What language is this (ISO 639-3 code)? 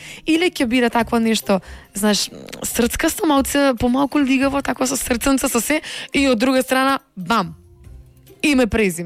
mkd